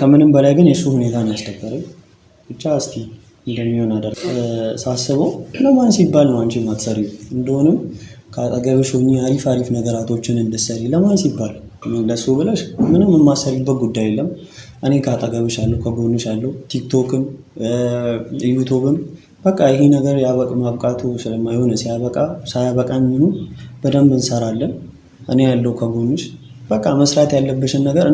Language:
Amharic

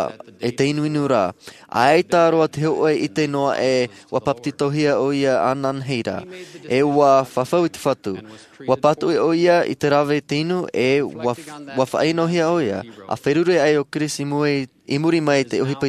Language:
Tahitian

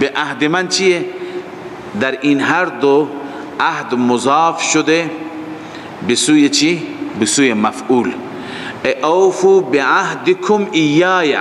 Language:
Persian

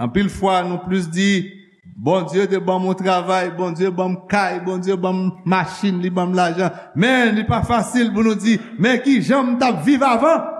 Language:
Haitian Creole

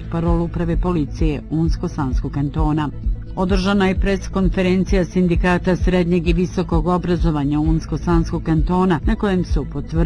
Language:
Bosnian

